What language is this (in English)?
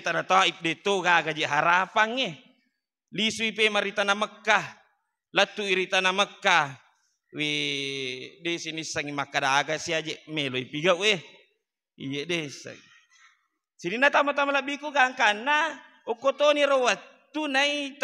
Buginese